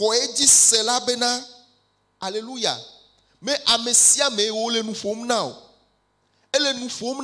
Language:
Ewe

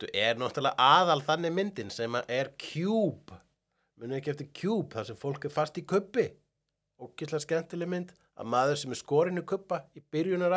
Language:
Icelandic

